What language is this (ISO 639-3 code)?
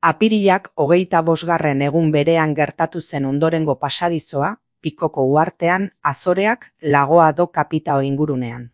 eus